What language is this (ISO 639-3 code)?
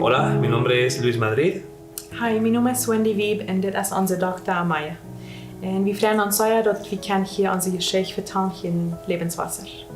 pdt